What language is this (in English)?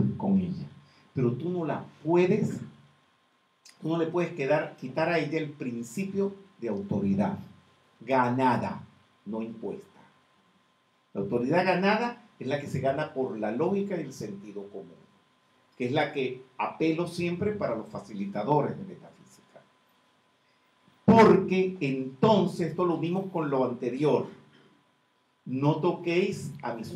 Spanish